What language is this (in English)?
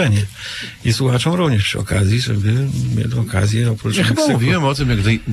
Polish